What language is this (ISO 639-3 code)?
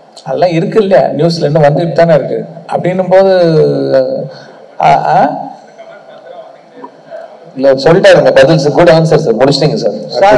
tam